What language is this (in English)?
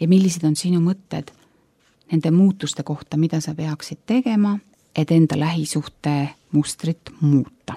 Estonian